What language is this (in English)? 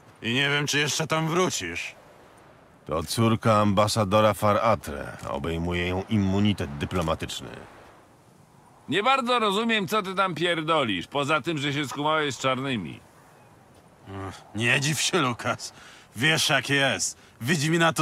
Polish